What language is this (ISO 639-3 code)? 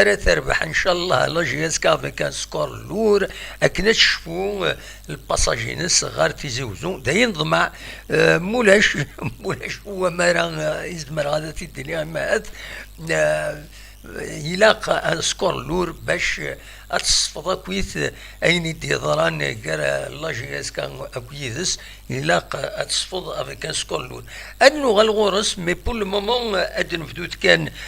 kab